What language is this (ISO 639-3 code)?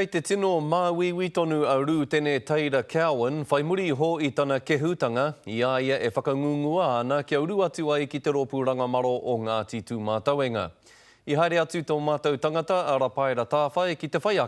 mri